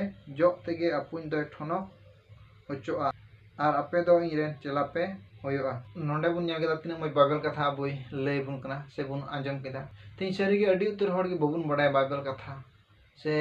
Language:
Santali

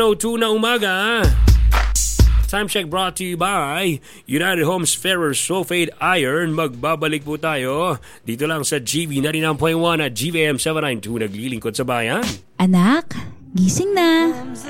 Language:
Filipino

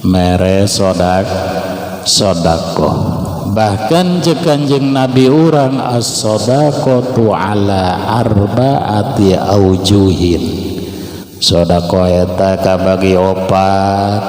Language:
Sundanese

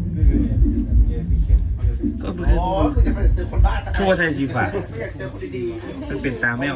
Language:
Northeastern Thai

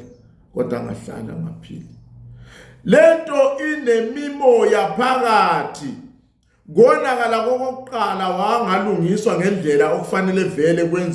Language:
Zulu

